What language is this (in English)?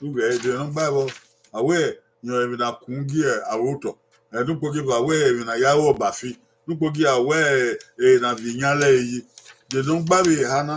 Bini